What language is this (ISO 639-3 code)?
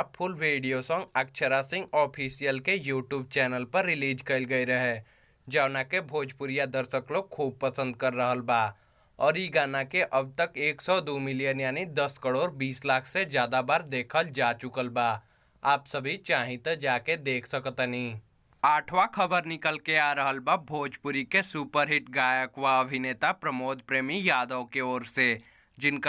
bho